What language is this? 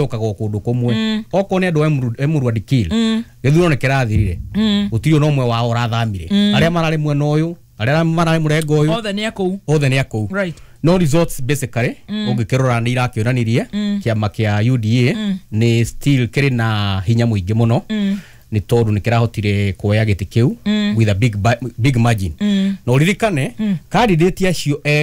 Kikuyu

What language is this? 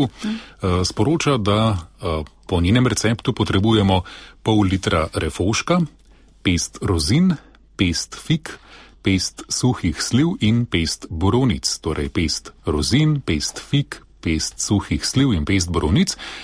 Slovenian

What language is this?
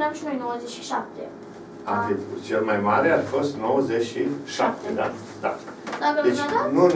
Romanian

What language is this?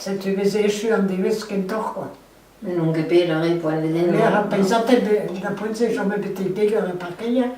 Breton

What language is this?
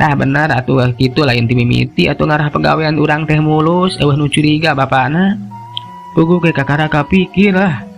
Sundanese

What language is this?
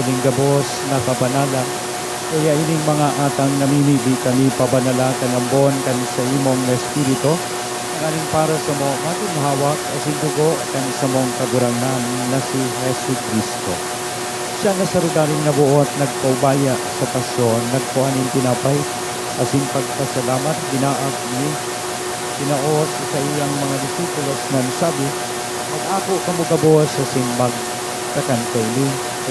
Bikol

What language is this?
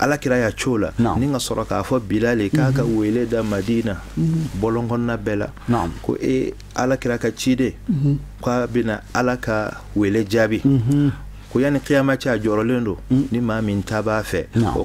Bambara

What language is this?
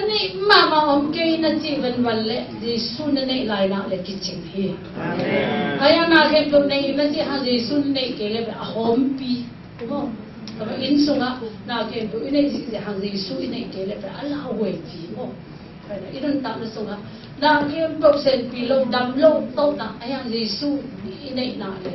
Tedim Chin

